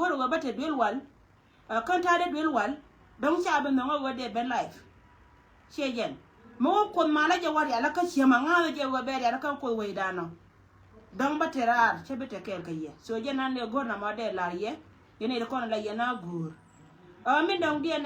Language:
Nuer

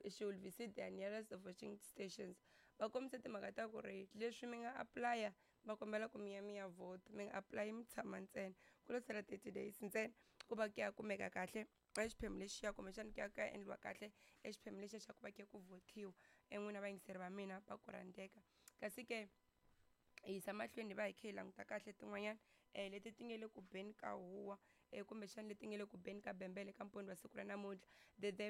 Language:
Tsonga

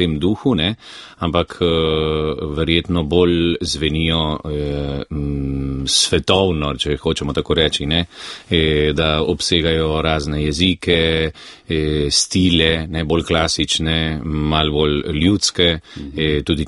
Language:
Slovenian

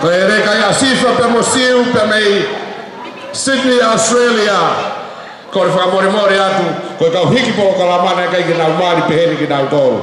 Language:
Tongan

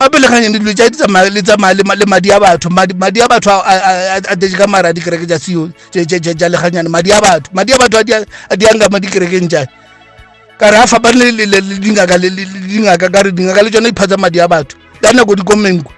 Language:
Northern Sotho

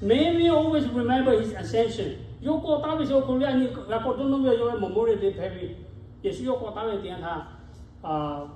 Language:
Lahu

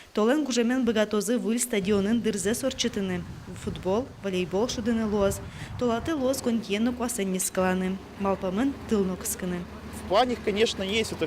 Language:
Udmurt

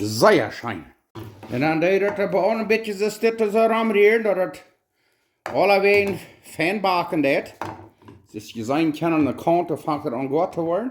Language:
Plautdietsch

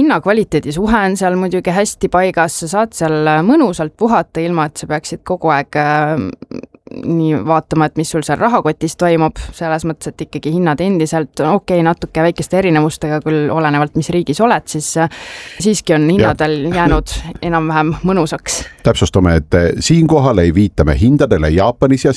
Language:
Estonian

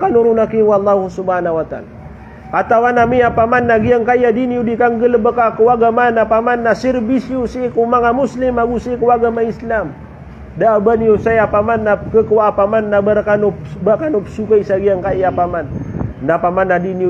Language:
Maranao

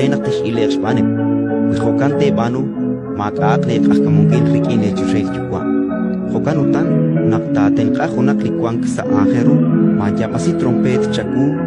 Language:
Kekchí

